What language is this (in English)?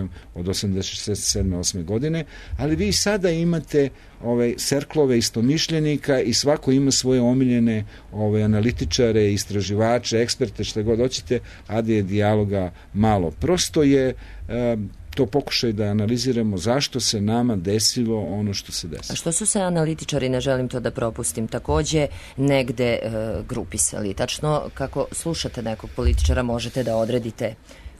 Serbian